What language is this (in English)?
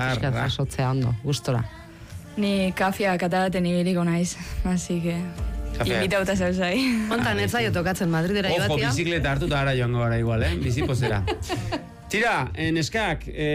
Basque